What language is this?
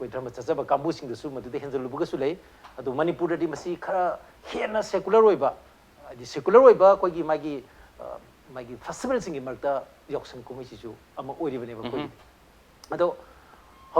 Manipuri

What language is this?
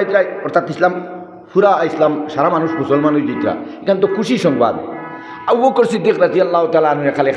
Sylheti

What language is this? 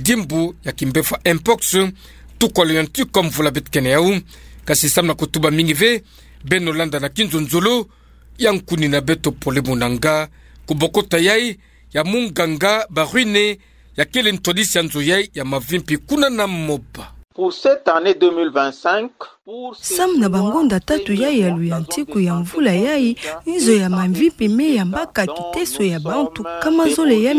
Kituba (Democratic Republic of Congo)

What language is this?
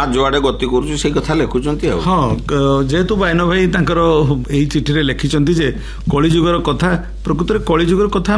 Odia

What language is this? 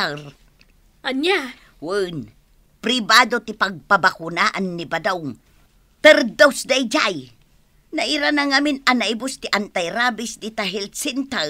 Iloko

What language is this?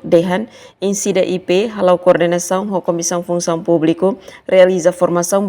Tetum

